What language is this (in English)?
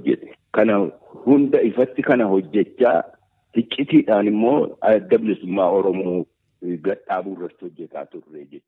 Oromo